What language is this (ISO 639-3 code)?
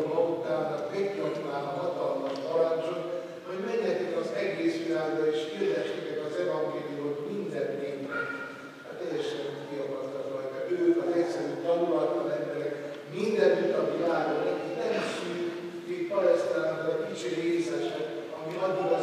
hun